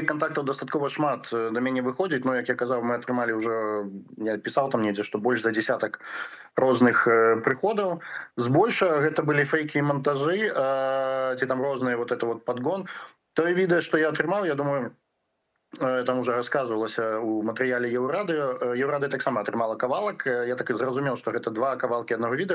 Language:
Belarusian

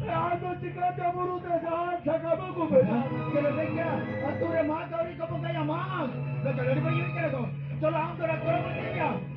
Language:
Santali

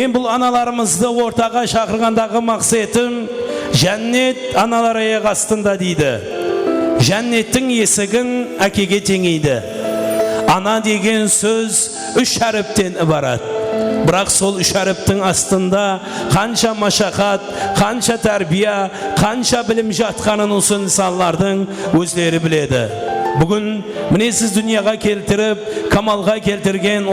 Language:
Kara-Kalpak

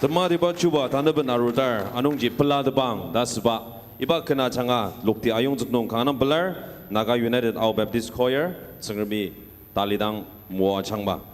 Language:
Ao Naga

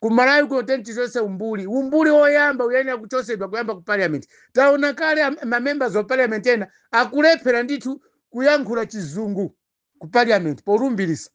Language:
Nyanja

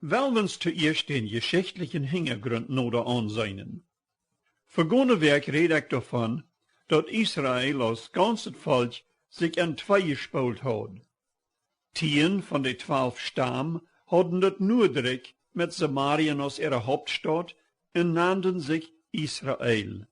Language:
Plautdietsch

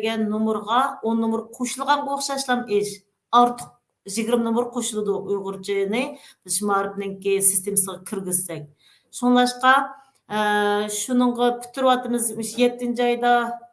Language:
Uyghur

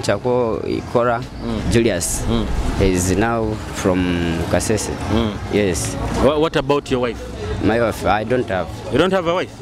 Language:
Nyoro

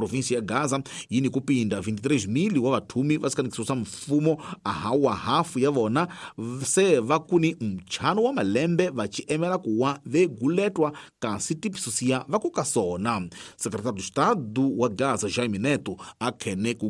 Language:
Tsonga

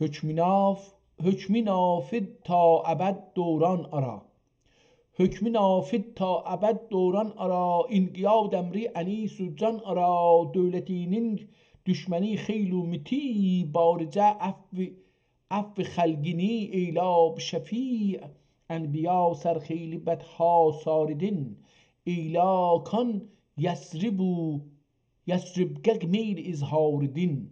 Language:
South Azerbaijani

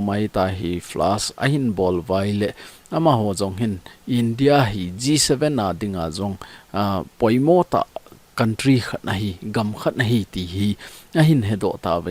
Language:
Thado Chin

